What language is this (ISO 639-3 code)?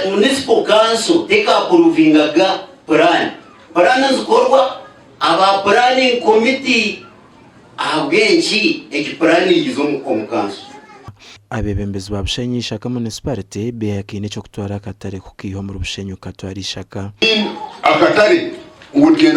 nyn